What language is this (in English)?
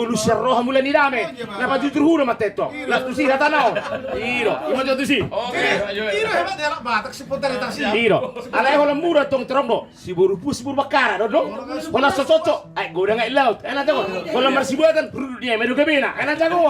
Batak Toba